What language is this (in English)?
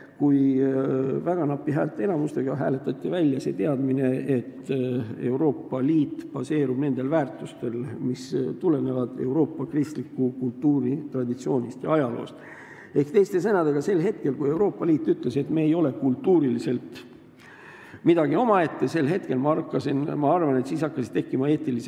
Estonian